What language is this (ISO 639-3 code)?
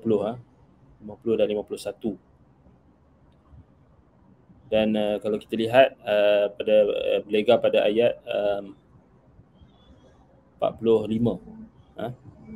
msa